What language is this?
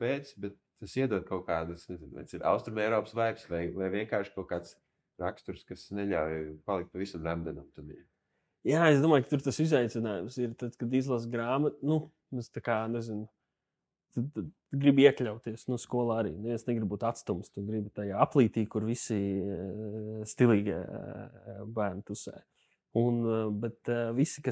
Latvian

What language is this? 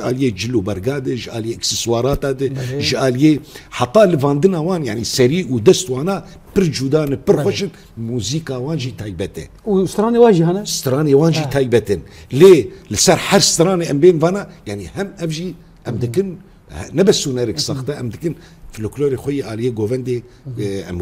Kurdish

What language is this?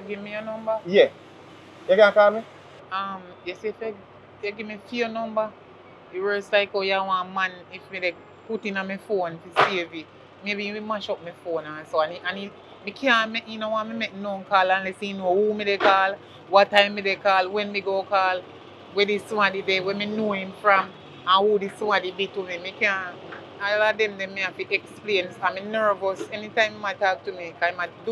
Jamaican Creole English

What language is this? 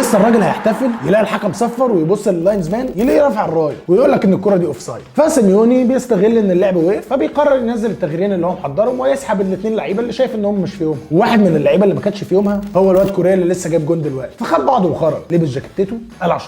Egyptian Arabic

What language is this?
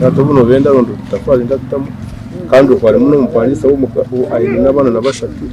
Nyankole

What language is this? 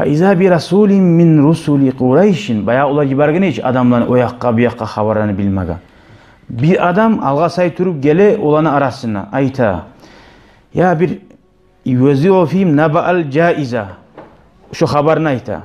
Kumyk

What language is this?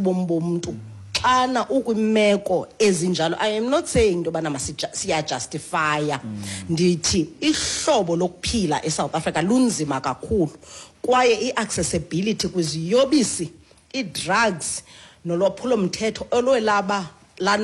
Xhosa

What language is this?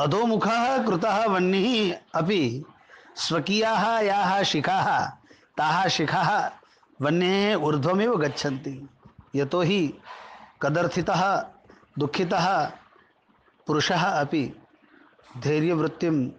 Sanskrit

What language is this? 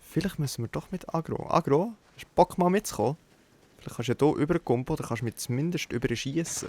Swiss German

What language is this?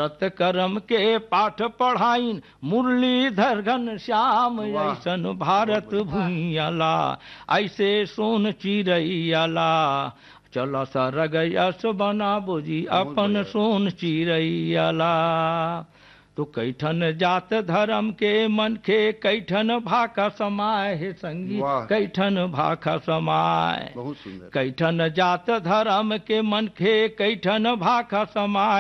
Chhattisgarhi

